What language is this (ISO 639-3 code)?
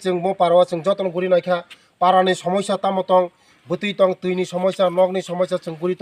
trp